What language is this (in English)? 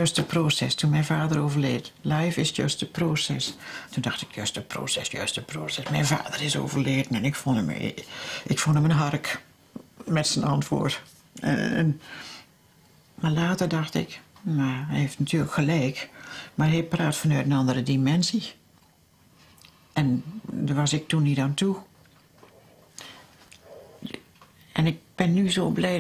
Dutch